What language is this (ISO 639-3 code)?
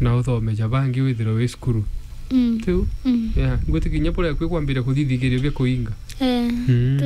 mer